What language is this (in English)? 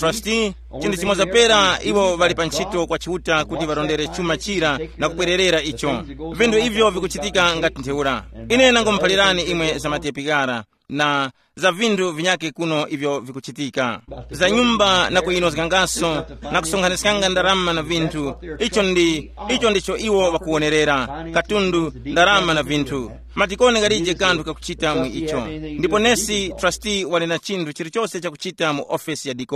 Tumbuka